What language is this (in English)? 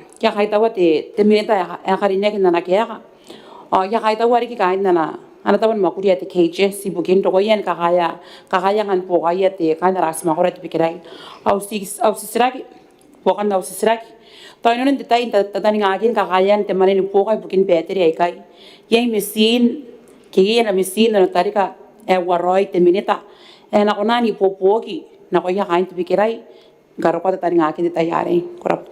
Gilbertese